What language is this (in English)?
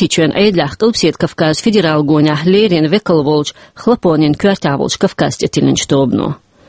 Chechen